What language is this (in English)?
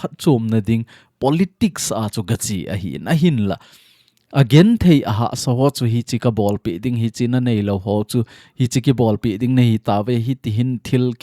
Thado Chin